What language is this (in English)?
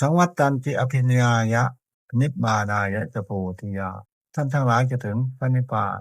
Northeastern Thai